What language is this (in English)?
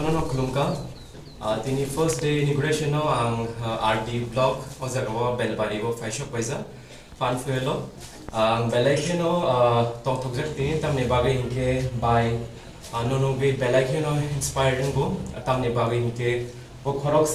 Kok Borok